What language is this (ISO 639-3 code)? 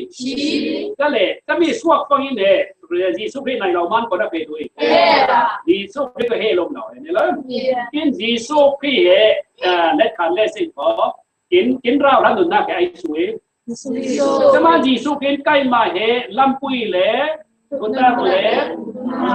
cfm